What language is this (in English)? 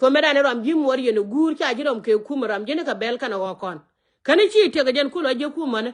Nuer